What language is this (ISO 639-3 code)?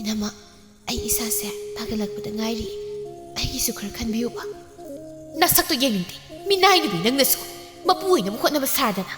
mni